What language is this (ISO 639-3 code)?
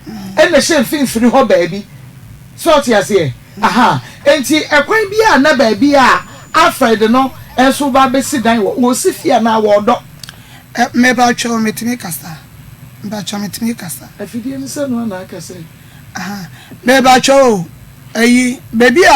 aka